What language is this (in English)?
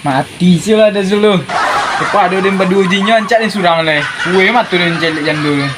Minangkabau